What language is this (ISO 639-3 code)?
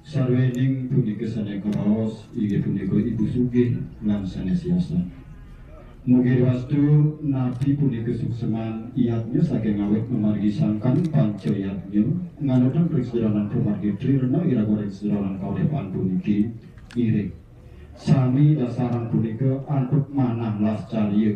ban